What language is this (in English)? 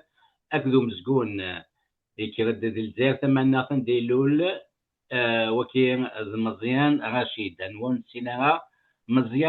Kabyle